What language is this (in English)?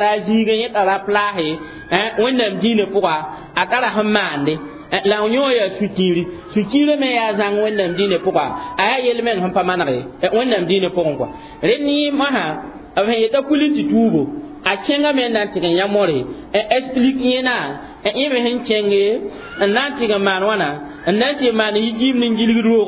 Mossi